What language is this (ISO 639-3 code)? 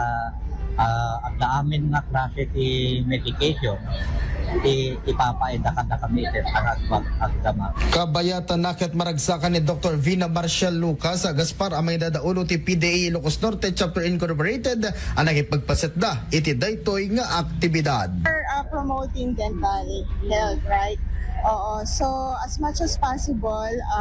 ilo